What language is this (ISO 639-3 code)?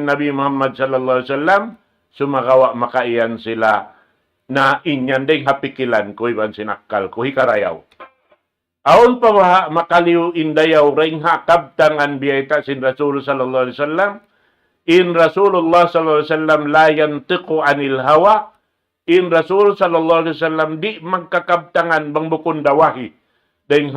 tsg